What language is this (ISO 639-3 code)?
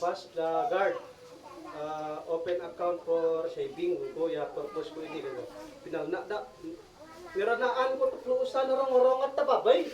isd